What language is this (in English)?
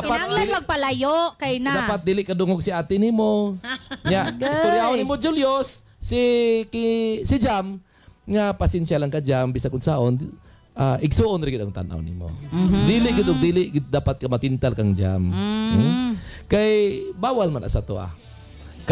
Cebuano